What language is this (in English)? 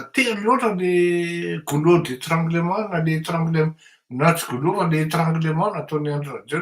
Malagasy